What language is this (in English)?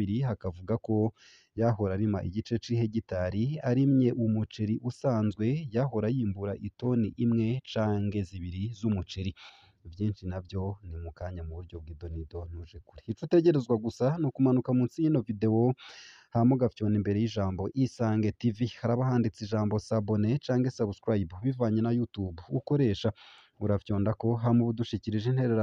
Rundi